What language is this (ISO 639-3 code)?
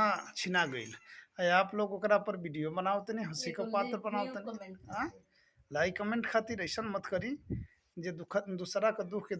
bho